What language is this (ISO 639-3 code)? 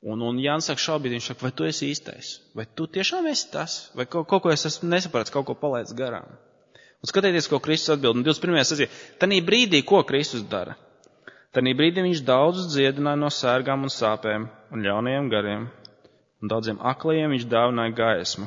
lav